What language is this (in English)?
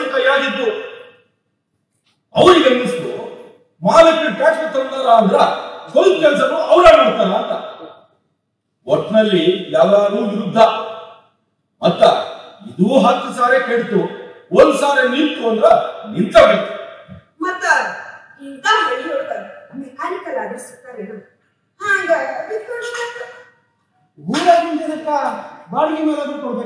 Kannada